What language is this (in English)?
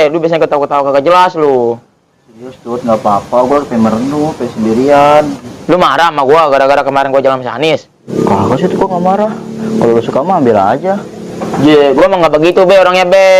Betawi